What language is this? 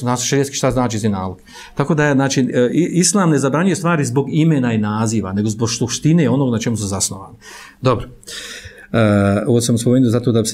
Bosnian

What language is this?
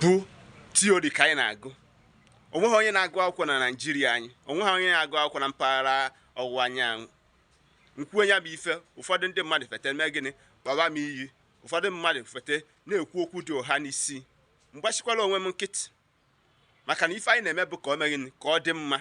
Igbo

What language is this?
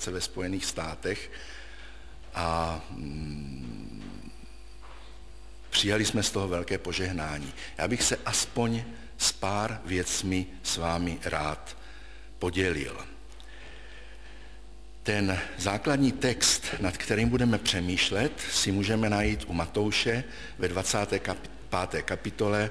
Czech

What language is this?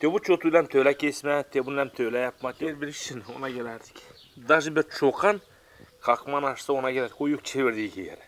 Gagauz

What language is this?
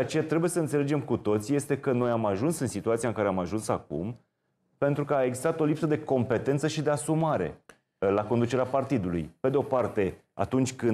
Romanian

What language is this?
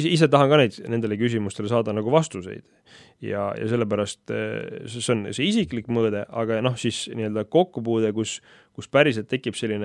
Estonian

